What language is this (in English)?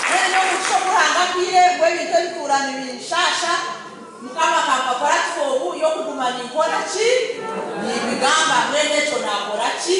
Nyankole